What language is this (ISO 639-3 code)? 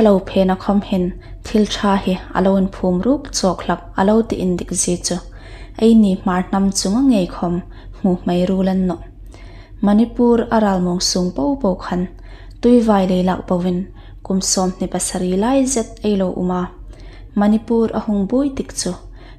hmr